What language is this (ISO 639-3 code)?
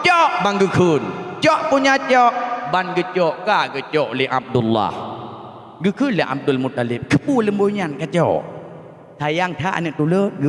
ace